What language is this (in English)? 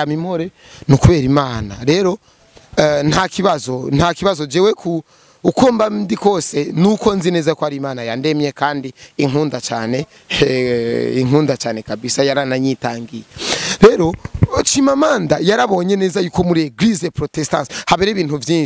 Rundi